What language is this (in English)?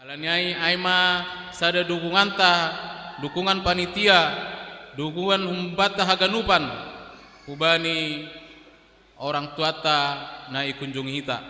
Batak Simalungun